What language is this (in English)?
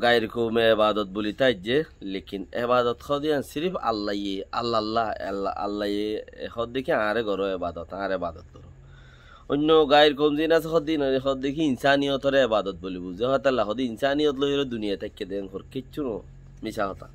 Rohingya